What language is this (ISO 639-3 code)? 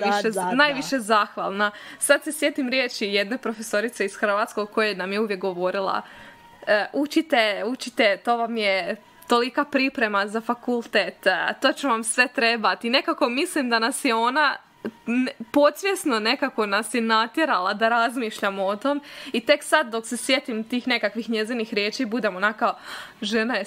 hrv